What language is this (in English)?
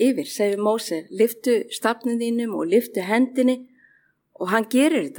Icelandic